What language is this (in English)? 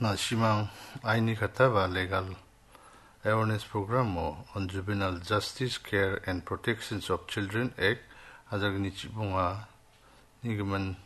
Garo